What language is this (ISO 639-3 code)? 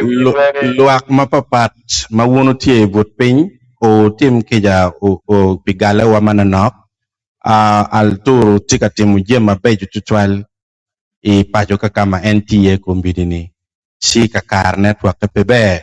ach